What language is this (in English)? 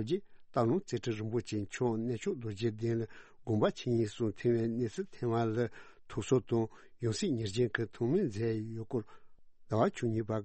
Tibetan